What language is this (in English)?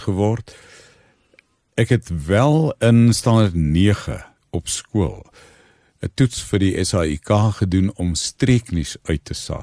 Afrikaans